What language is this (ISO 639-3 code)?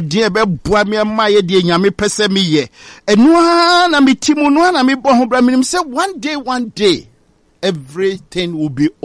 aka